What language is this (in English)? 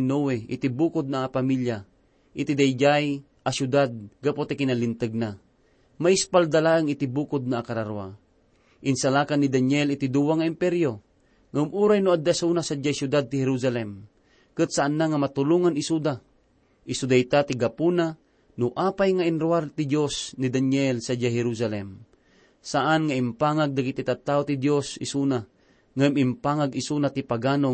Iloko